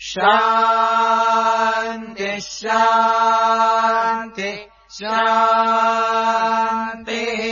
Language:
Sanskrit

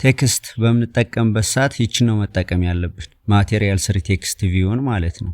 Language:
Amharic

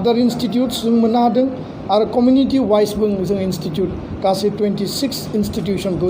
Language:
Bodo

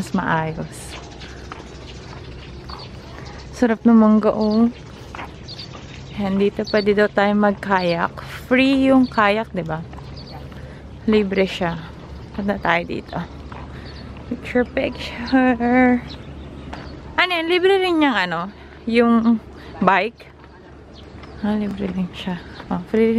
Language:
Filipino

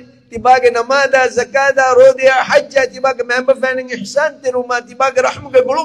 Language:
Divehi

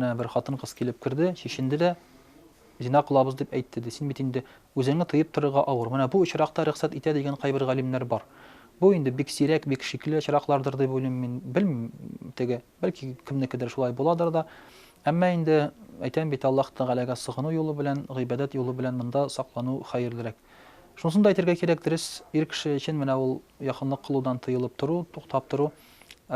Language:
Tatar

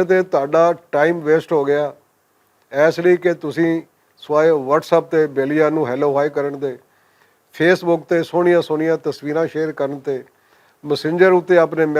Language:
Western Panjabi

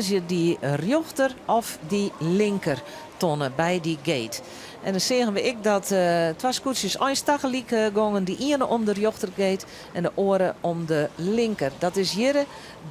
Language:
Western Frisian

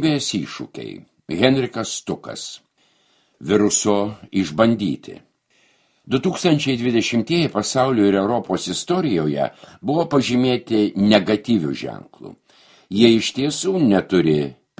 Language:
Lithuanian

